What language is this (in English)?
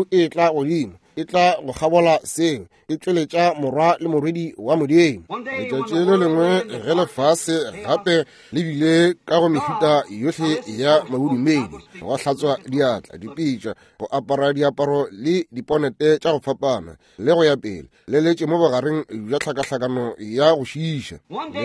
Northern Sotho